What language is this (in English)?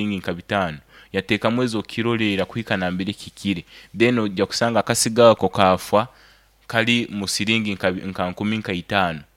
Nyoro